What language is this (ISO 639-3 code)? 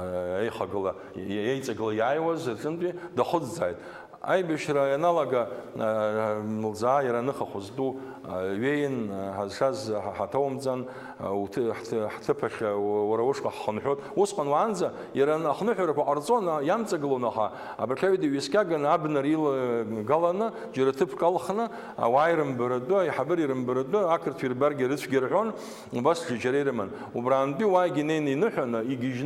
abk